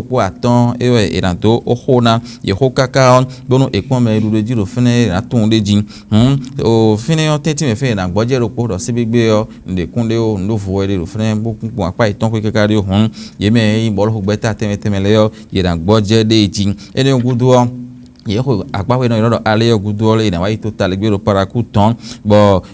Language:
Fon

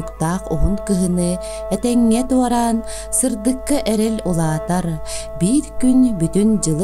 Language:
Yakut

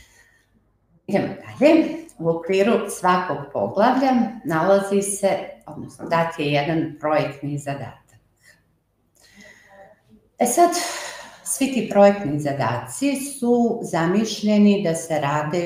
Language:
Serbian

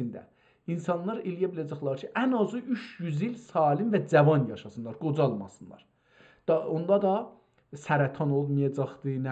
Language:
South Azerbaijani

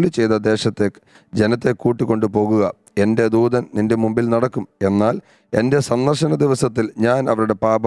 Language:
Malayalam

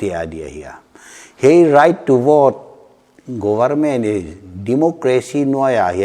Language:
Paite Chin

